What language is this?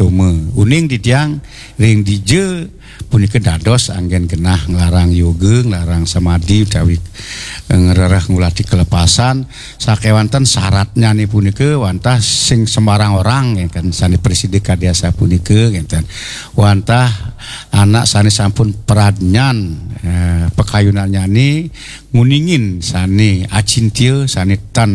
Balinese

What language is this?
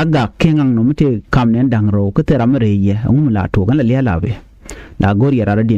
Nuer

